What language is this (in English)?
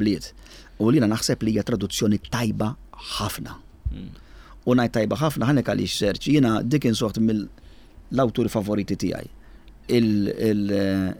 Maltese